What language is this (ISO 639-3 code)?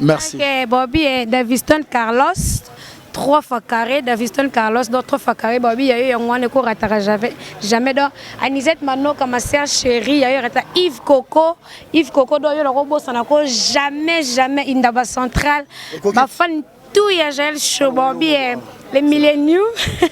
lin